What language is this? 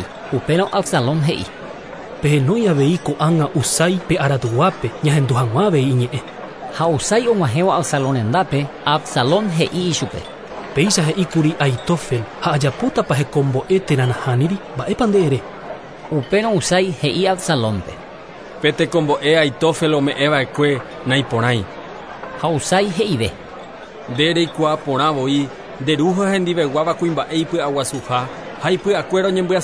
Guarani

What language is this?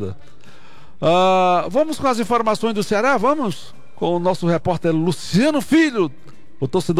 Portuguese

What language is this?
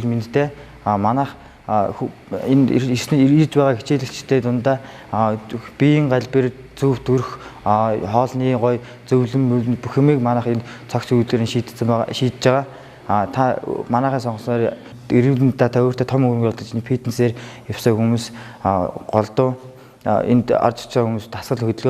Mongolian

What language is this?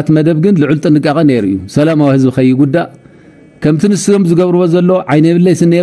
Tigrinya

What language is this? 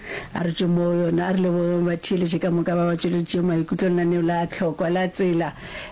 Northern Sotho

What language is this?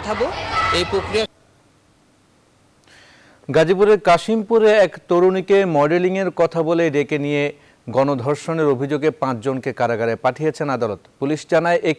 Bangla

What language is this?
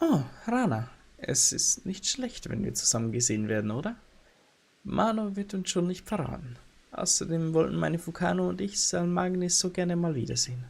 Bavarian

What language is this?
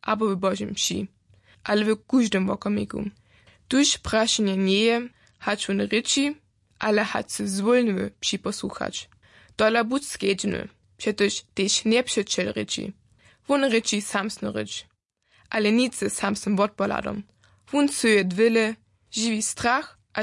Upper Sorbian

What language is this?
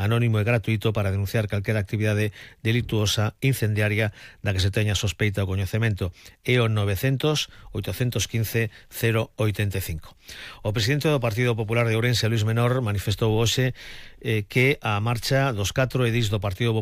Galician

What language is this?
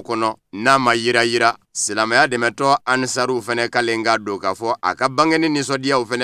Bambara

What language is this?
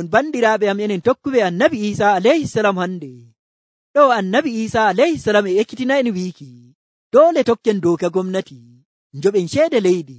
Nigerian Fulfulde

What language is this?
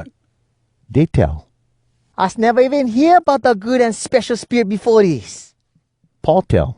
Hawai'i Creole English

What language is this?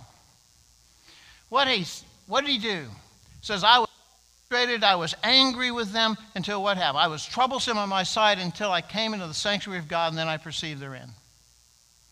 English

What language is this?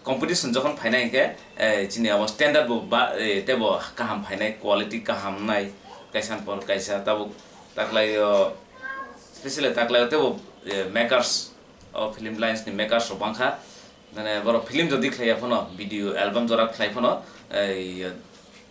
Kok Borok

